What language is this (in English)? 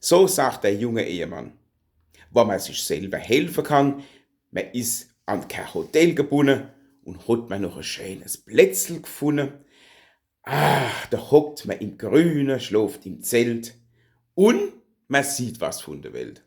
Palatine German